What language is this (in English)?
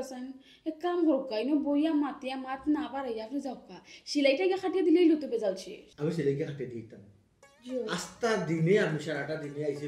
Sylheti